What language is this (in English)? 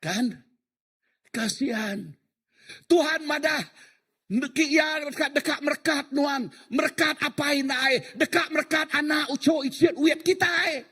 Iban